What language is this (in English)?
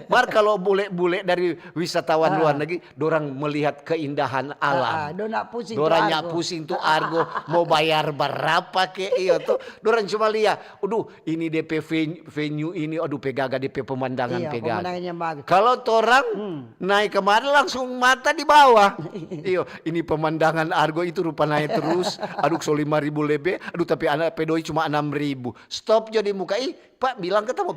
Manado Malay